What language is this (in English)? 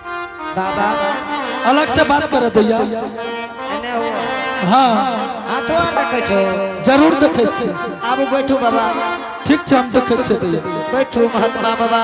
Angika